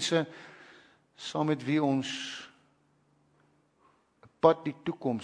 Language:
Afrikaans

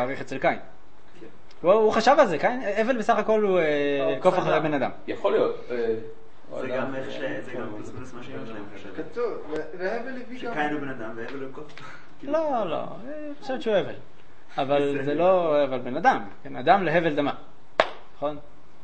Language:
Hebrew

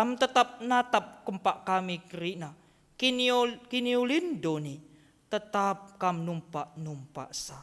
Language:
Batak Karo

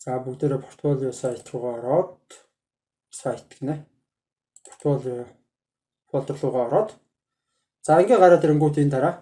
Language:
Mongolian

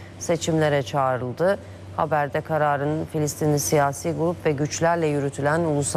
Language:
Turkish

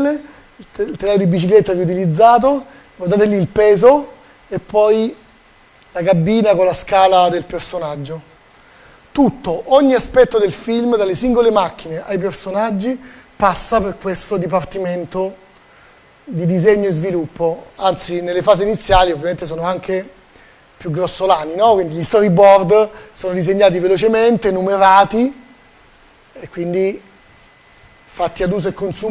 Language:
Italian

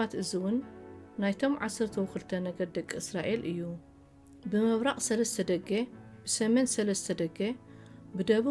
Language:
Tigrinya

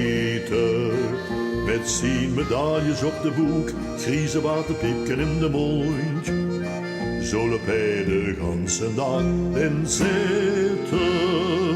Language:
Limburgish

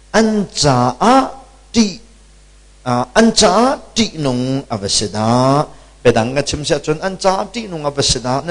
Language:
Hakha Chin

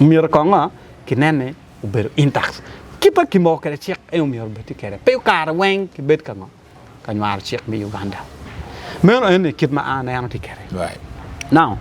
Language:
Acoli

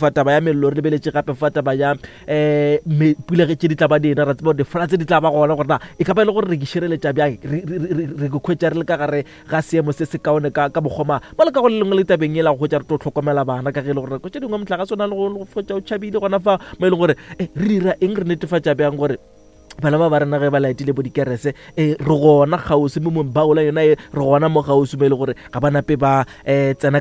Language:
Northern Sotho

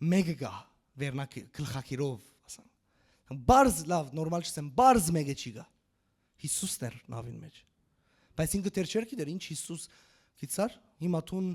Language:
Western Armenian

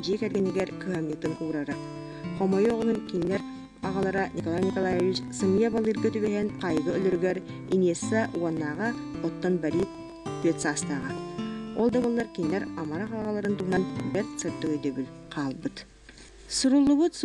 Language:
Yakut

